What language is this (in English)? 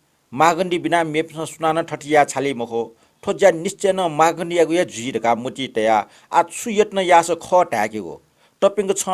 Newari